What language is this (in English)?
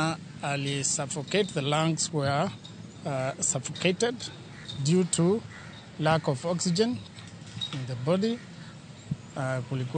Luo (Kenya and Tanzania)